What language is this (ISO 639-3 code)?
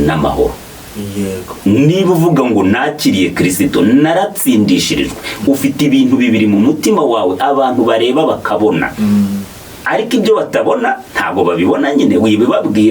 kin